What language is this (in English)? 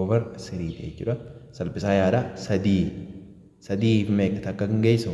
Oromo